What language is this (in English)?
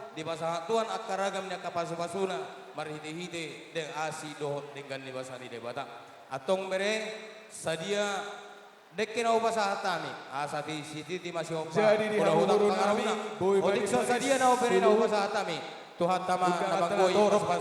Batak Toba